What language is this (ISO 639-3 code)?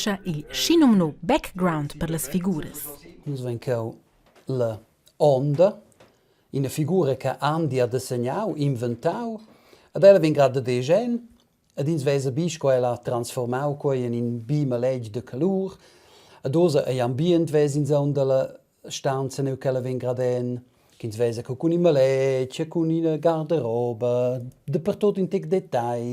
roh